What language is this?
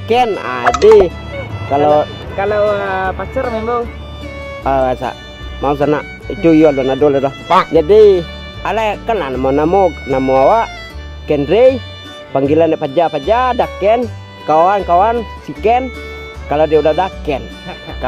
Minangkabau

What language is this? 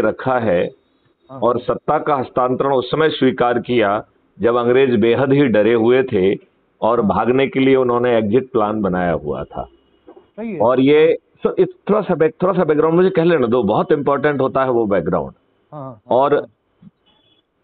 Hindi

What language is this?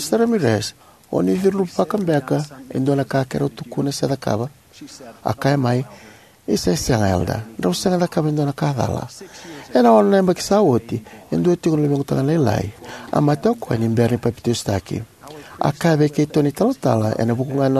Fijian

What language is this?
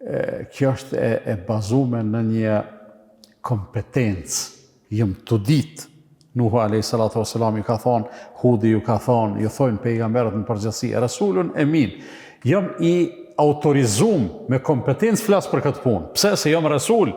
Albanian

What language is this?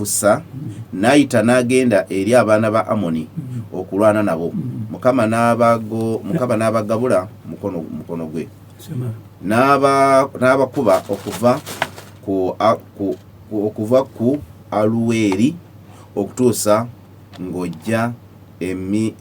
Ganda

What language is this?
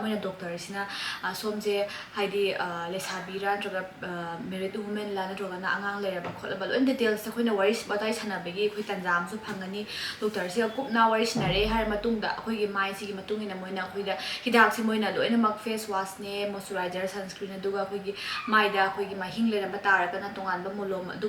Manipuri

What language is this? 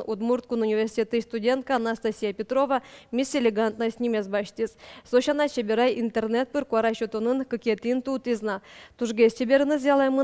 Udmurt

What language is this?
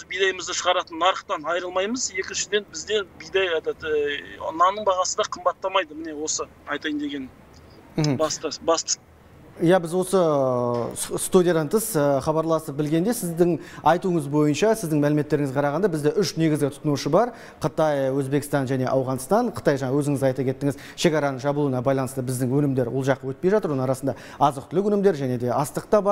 Kazakh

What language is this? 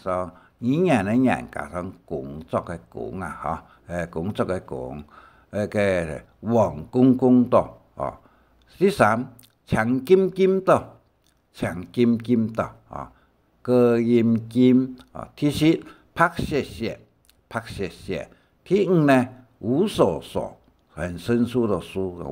Hakka Chinese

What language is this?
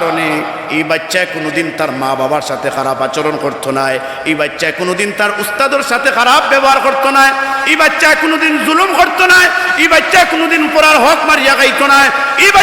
Sylheti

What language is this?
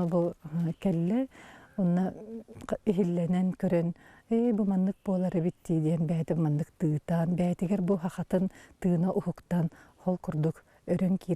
Yakut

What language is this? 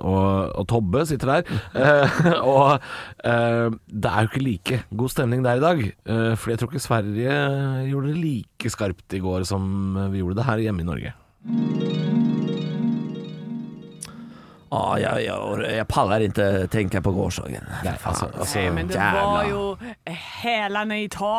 Norwegian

